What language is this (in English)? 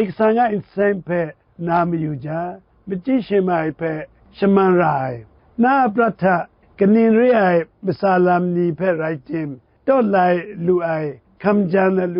Kachin